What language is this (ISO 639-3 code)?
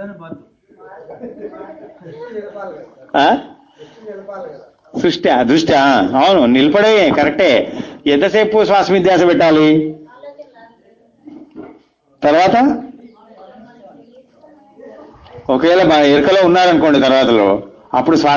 tel